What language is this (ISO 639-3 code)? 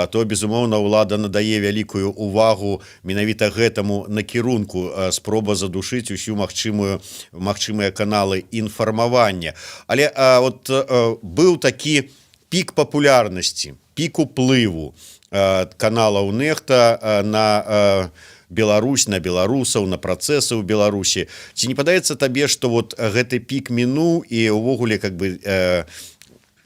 bel